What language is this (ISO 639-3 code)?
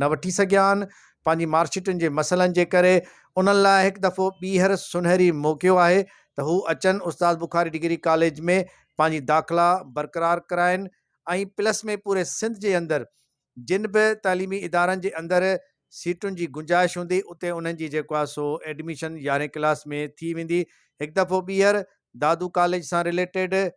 snd